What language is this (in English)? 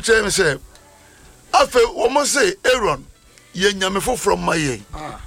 Akan